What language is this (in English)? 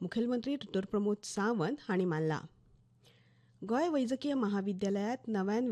Konkani